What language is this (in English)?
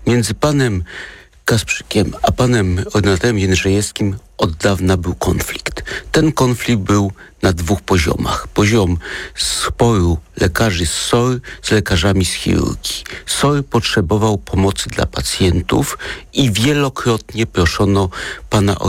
Polish